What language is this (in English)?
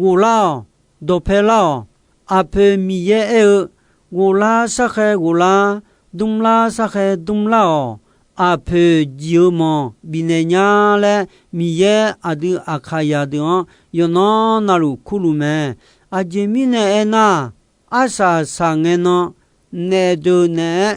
Akha